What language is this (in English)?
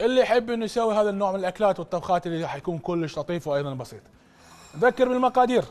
Mesopotamian Arabic